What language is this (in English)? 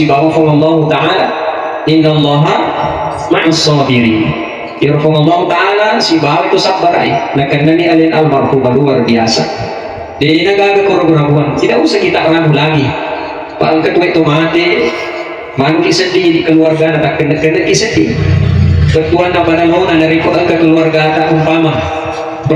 Buginese